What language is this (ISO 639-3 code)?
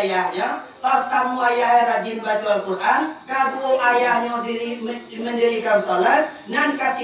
min